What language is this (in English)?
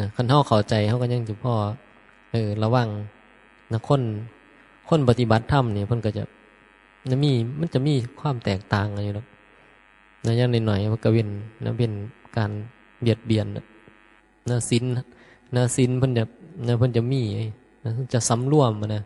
Northeastern Thai